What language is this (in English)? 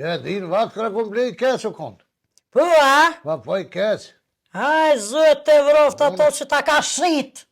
Albanian